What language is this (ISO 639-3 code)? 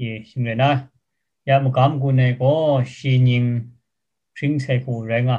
kac